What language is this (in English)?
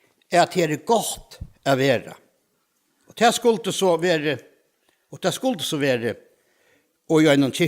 Faroese